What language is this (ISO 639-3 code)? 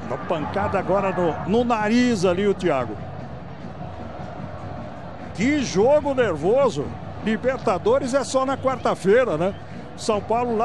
por